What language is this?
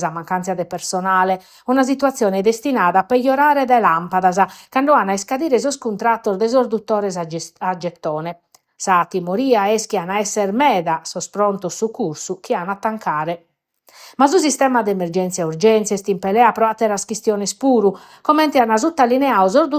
Sardinian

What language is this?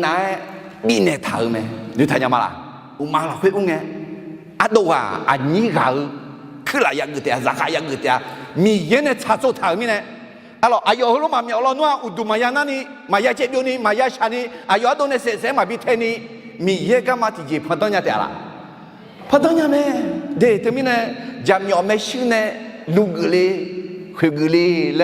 Akha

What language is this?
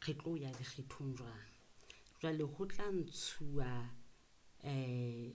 Southern Sotho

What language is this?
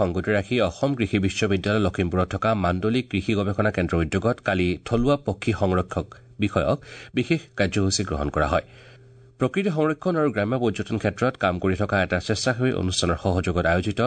Assamese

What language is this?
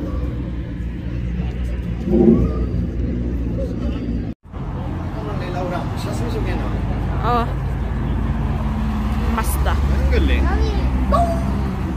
Swedish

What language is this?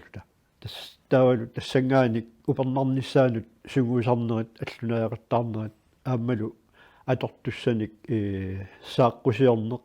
Kalaallisut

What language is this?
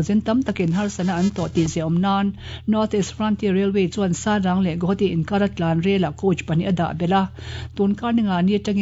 Mizo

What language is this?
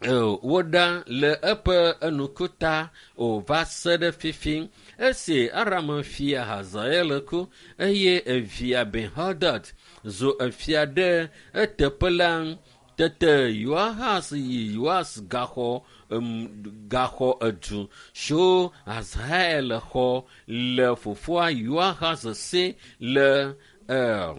Ewe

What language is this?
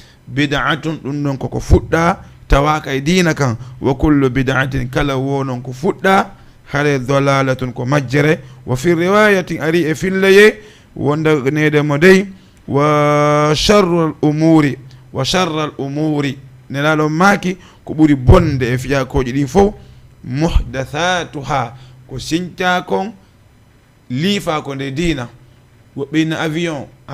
Fula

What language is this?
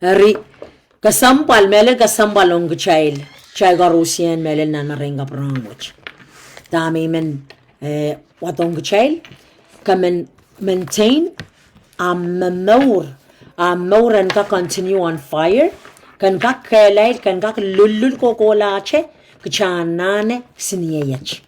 Pohnpeian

